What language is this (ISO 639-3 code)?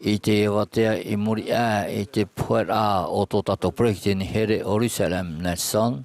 tah